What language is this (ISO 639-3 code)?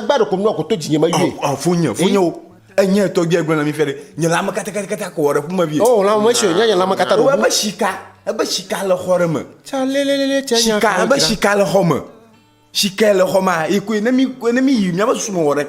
ewe